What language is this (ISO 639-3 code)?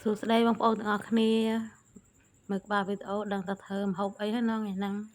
khm